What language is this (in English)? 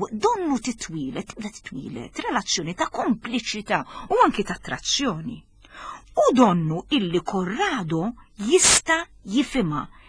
Maltese